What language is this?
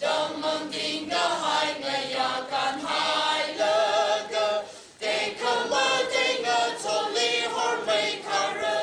Tangkhul Naga (India)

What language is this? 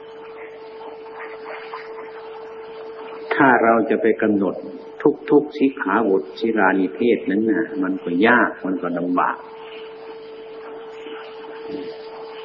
Thai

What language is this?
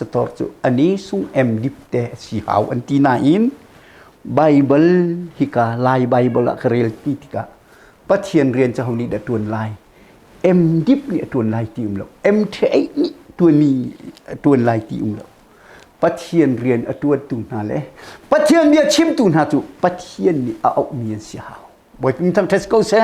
Hakha Chin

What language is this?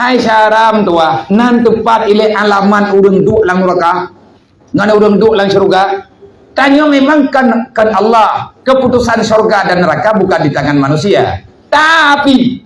Achinese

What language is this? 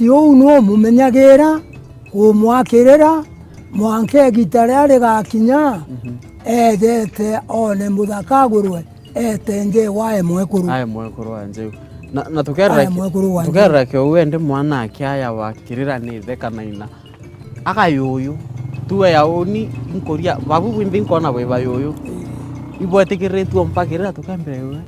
Meru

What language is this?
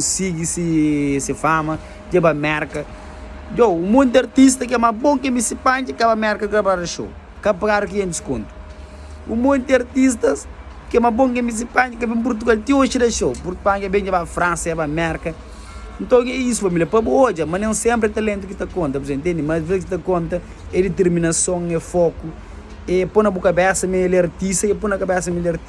Kabuverdianu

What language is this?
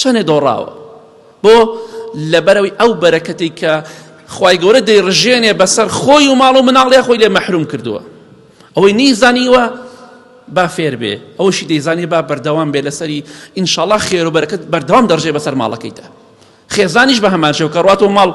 Central Kurdish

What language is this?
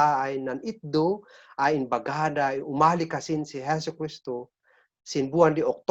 Kankanaey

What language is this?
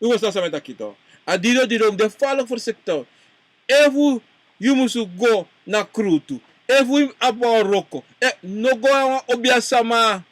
Sranan Tongo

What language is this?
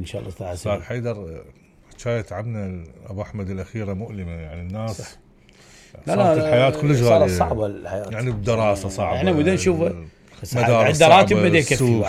Mesopotamian Arabic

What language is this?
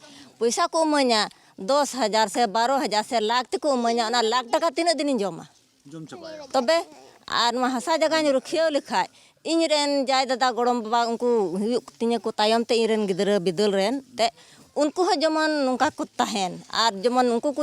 Santali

